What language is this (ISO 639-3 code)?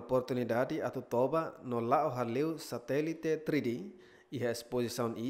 tet